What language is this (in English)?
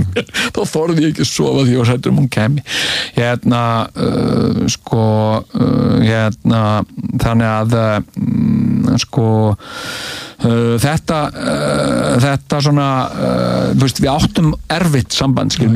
Icelandic